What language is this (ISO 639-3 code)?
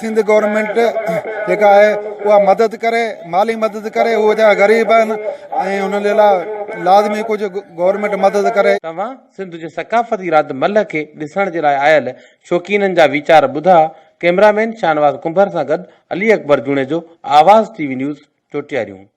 snd